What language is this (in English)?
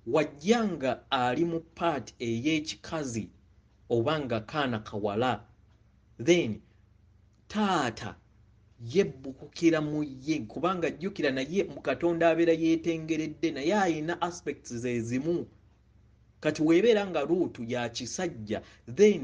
Ganda